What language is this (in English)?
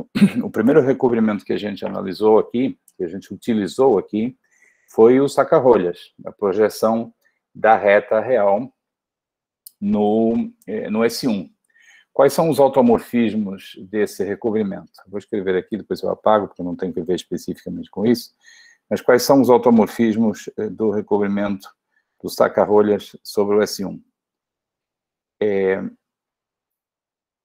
Portuguese